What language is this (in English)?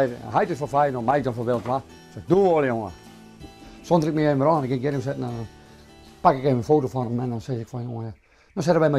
Western Frisian